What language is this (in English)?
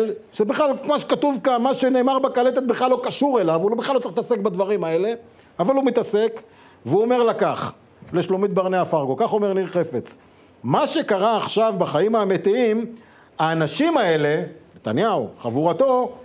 Hebrew